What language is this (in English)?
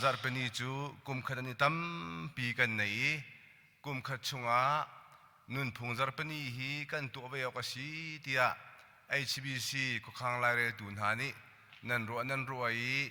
Hakha Chin